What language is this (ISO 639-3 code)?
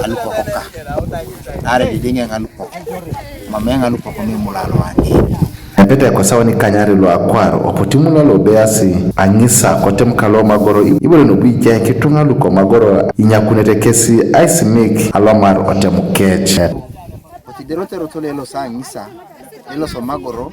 teo